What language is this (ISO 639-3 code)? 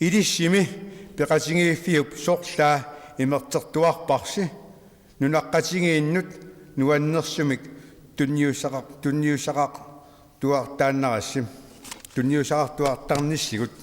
kal